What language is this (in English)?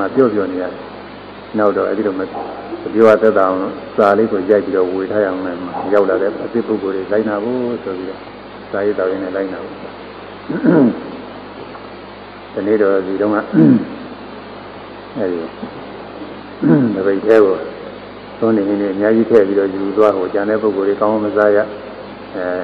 Burmese